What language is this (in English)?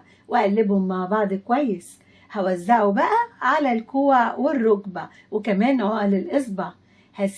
Egyptian Arabic